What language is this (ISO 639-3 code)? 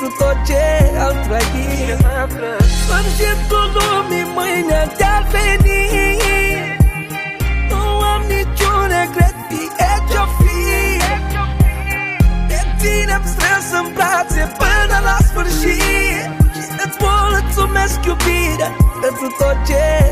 ron